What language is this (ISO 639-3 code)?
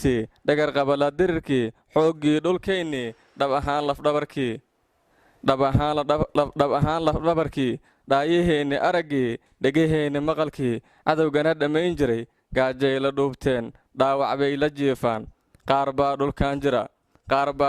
som